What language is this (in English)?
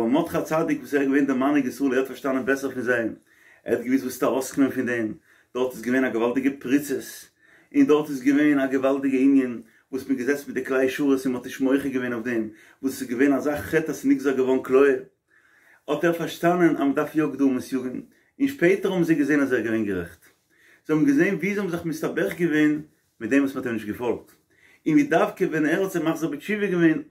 Yiddish